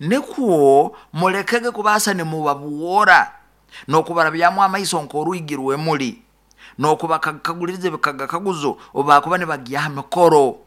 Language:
Nyoro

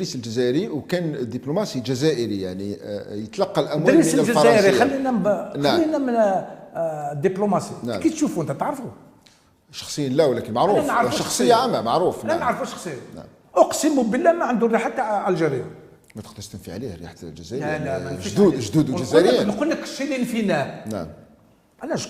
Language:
Algerian Arabic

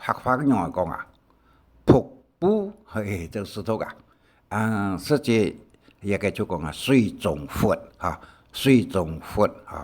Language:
Hakka Chinese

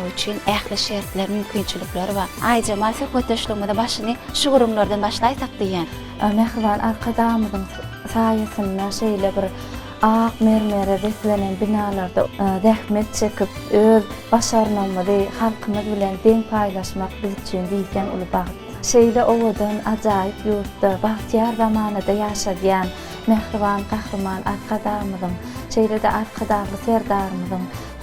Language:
Turkmen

